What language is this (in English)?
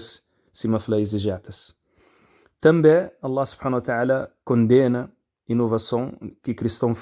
Kabuverdianu